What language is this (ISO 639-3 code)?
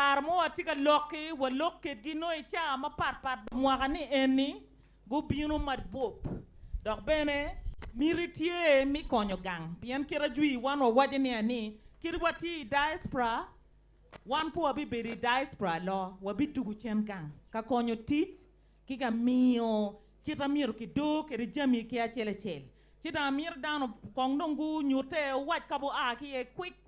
ach